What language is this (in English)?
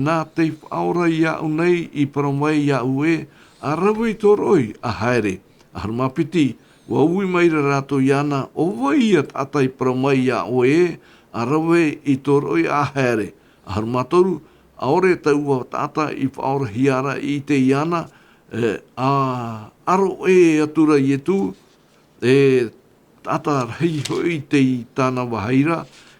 Tahitian